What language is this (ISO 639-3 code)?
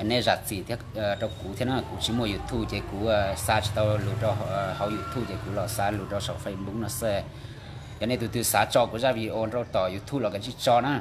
hmn